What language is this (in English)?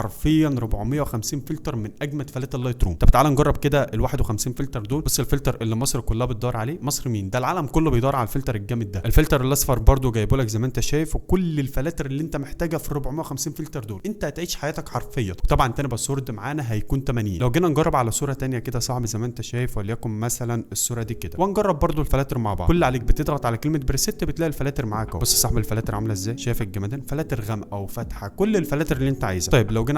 Egyptian Arabic